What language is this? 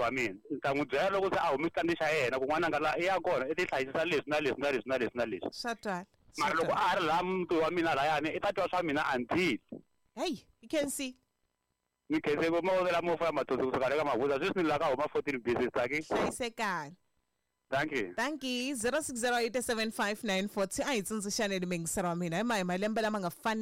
Tsonga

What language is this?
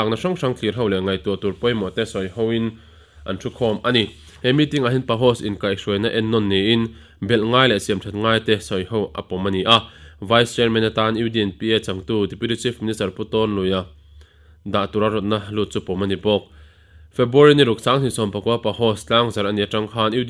Mizo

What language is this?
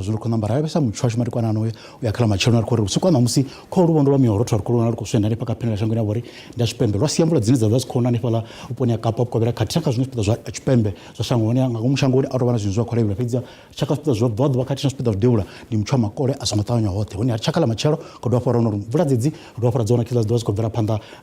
Venda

